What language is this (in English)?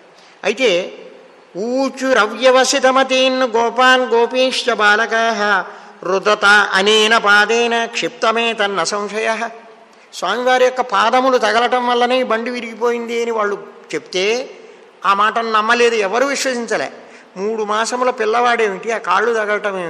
Telugu